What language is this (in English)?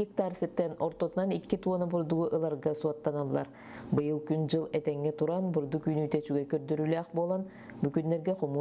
Yakut